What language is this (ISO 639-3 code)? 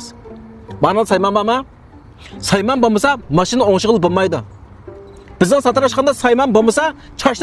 uig